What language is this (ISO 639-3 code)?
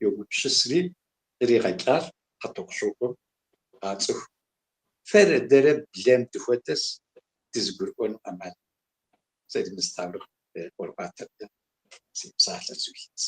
kbd